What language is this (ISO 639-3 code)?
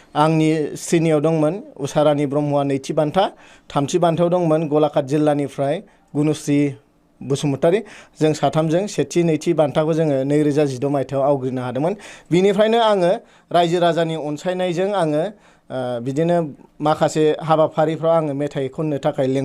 brx